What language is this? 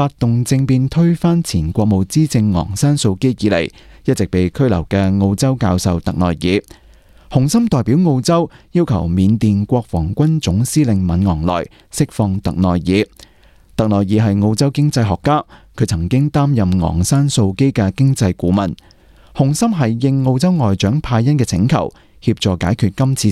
Cantonese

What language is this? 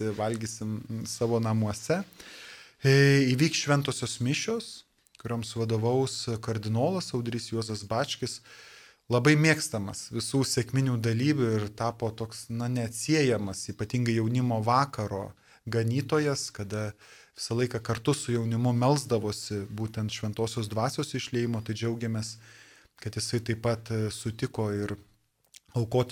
Lithuanian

